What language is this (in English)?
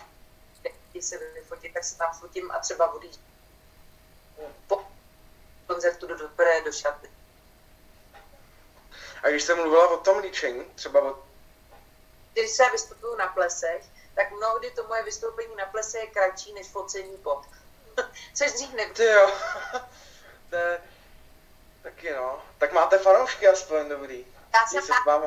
Czech